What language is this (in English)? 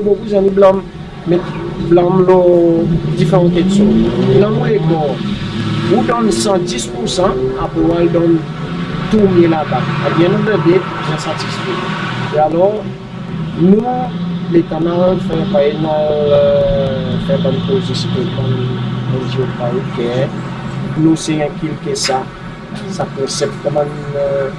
Seselwa Creole French